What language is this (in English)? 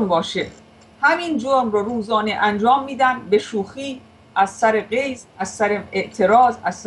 Persian